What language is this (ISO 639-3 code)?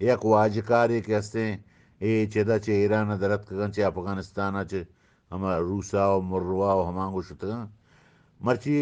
bgp